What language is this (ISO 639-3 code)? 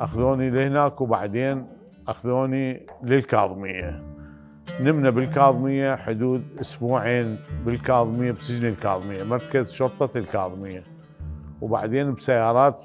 acm